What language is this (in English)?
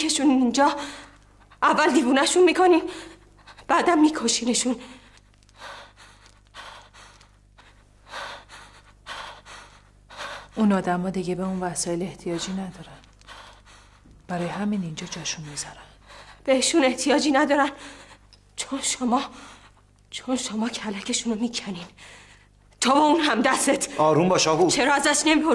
Persian